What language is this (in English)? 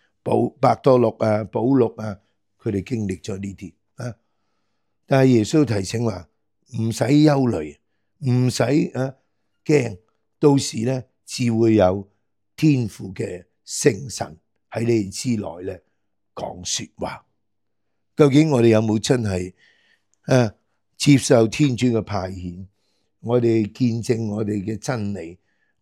Cantonese